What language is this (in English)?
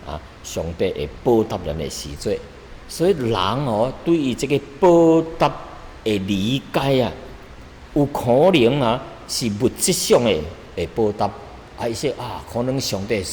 Min Nan Chinese